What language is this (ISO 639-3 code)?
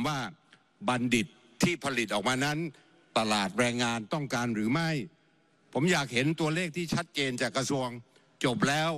tha